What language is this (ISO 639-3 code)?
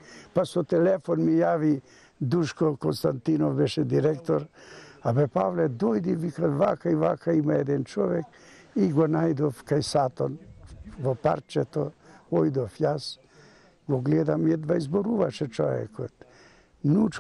mkd